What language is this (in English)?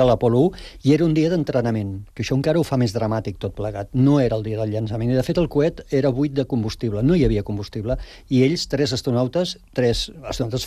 Catalan